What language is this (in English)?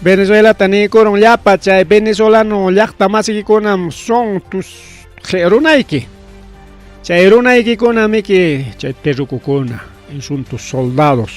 Ayacucho Quechua